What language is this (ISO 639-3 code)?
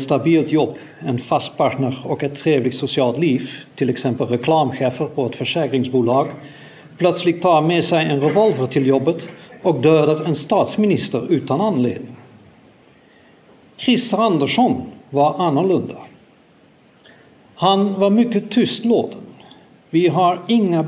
swe